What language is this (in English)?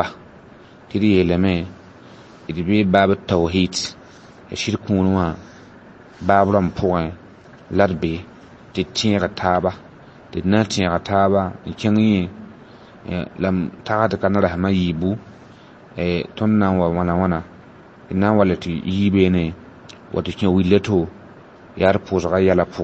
Mossi